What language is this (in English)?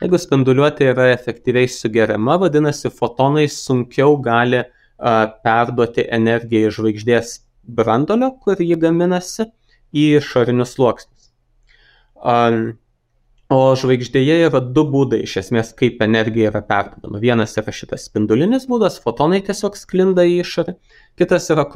Lithuanian